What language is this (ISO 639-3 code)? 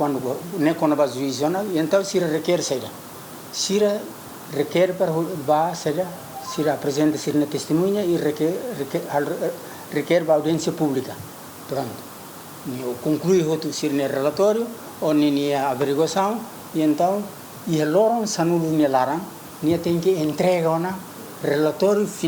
tet